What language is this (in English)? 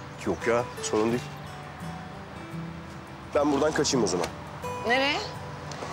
Turkish